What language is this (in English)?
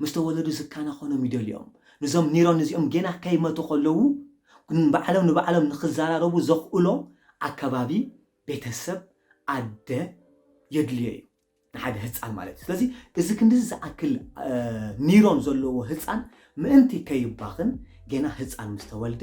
Tigrinya